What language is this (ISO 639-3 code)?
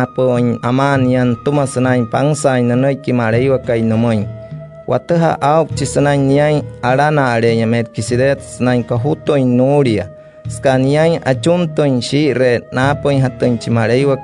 guc